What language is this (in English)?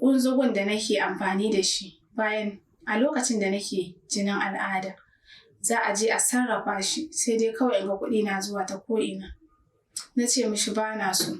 Hausa